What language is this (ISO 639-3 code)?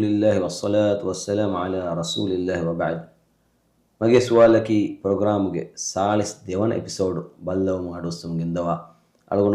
div